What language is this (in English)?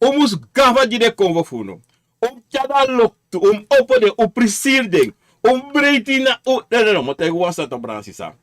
Sranan Tongo